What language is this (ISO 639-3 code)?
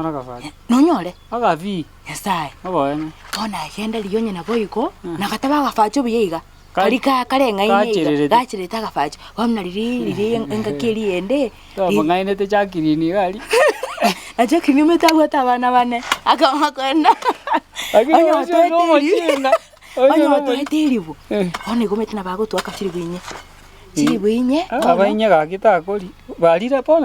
guz